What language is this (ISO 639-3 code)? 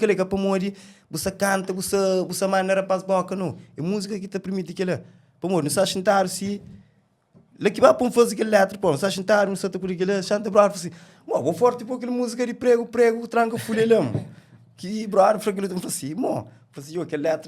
kea